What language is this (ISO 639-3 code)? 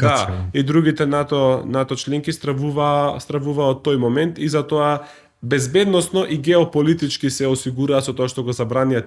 mkd